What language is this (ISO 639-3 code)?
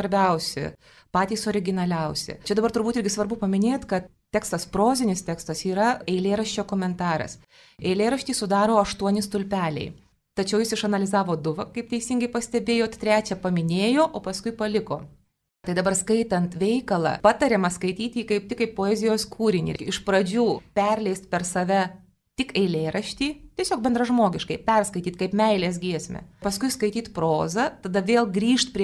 lit